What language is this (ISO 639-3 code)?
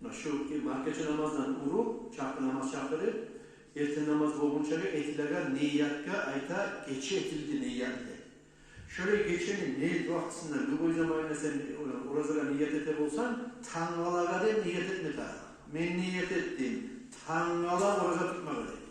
kum